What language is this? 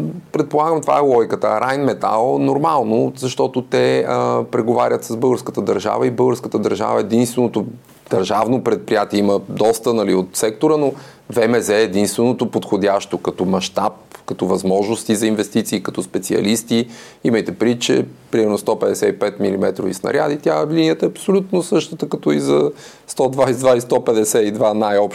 Bulgarian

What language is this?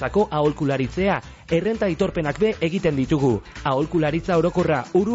Basque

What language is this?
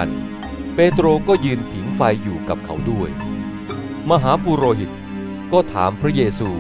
Thai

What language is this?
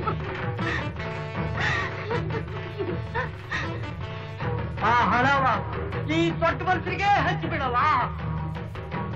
Kannada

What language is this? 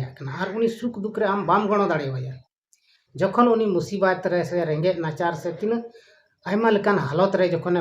Santali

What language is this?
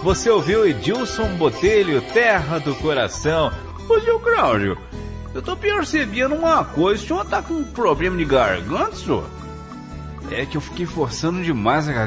Portuguese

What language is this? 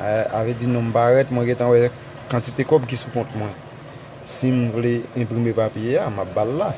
Haitian Creole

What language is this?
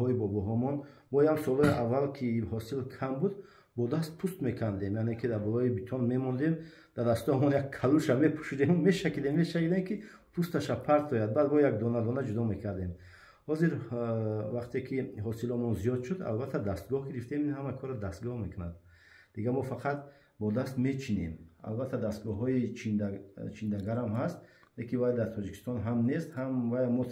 Tajik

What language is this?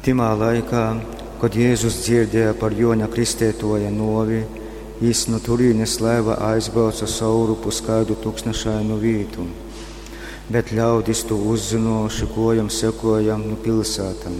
Latgalian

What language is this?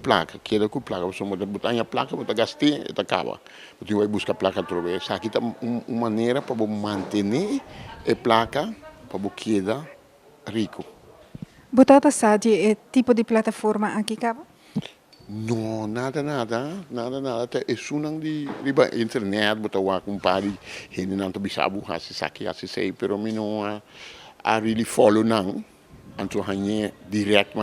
Papiamento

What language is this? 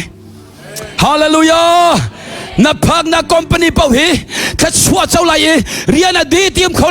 Hakha Chin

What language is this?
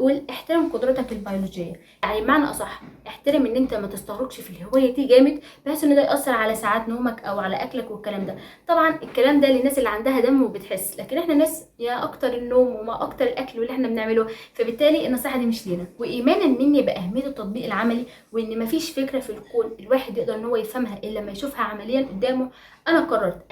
Egyptian Arabic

